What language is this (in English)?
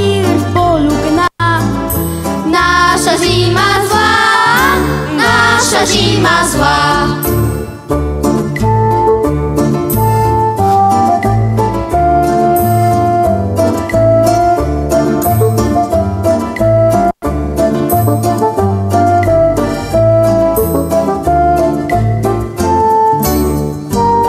Polish